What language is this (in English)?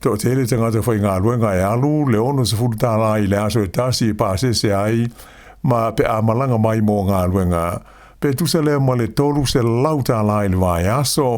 Samoan